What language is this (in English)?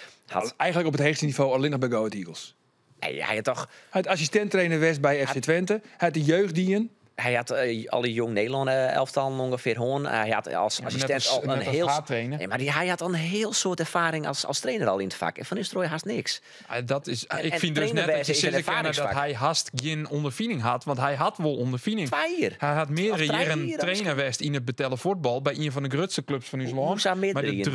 Western Frisian